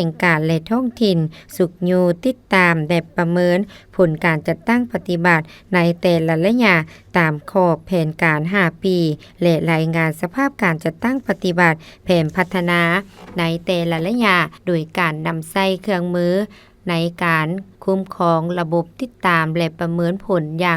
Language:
Lao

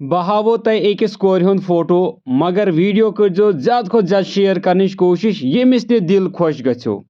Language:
Kashmiri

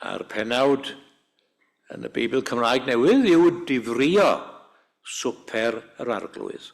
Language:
Welsh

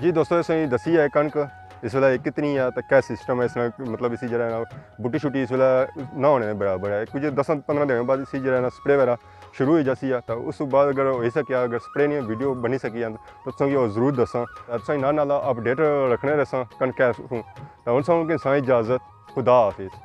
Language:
Pahari-Potwari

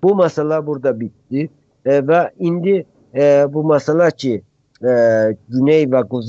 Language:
South Azerbaijani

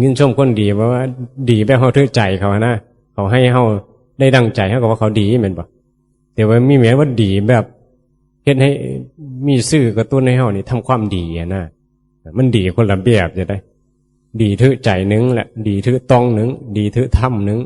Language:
Northeastern Thai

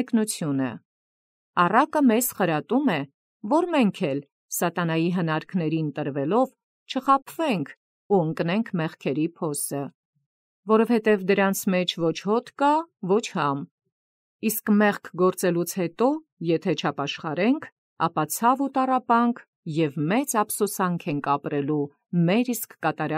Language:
Armenian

